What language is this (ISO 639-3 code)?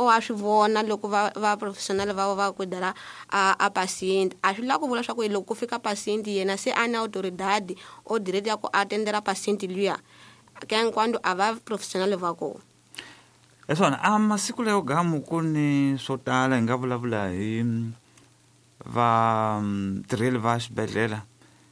tso